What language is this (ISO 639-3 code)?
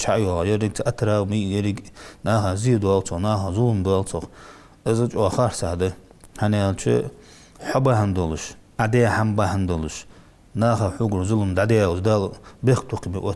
inh